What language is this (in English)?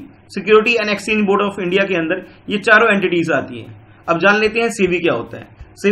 Hindi